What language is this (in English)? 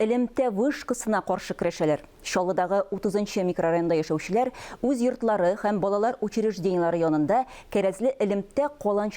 Tatar